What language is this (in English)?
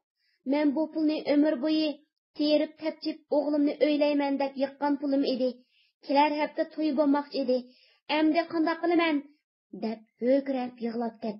Uyghur